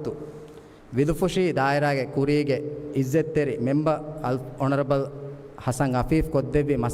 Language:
Divehi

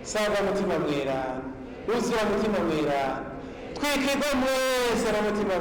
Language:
Rundi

